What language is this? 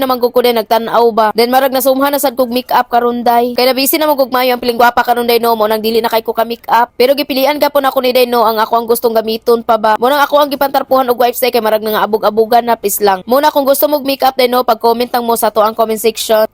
Cebuano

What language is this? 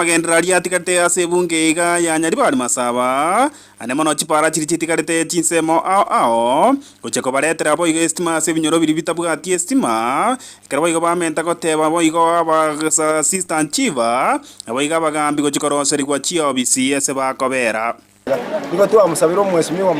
Gusii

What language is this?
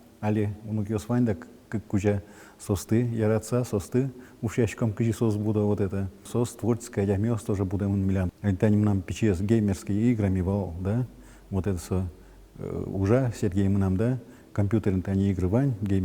Udmurt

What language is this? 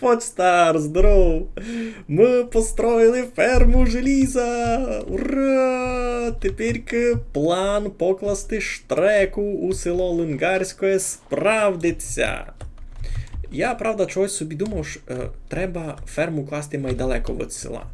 Rusyn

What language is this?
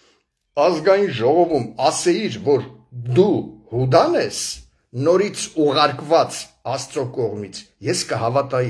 Armenian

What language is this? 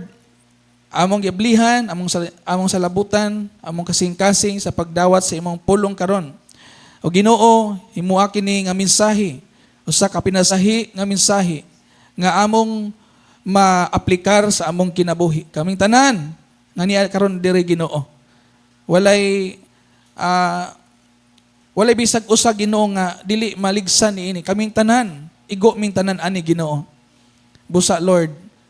Cebuano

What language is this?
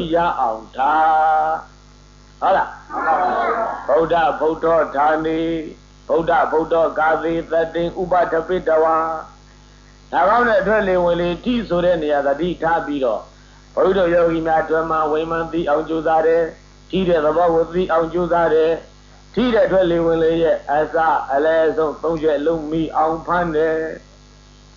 Burmese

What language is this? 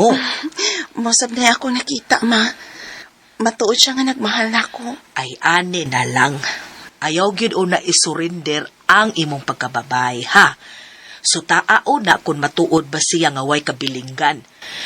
Cebuano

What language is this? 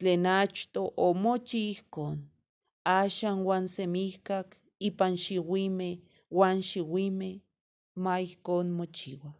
Eastern Huasteca Nahuatl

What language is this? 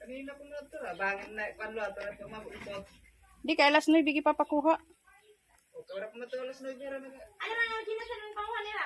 Waray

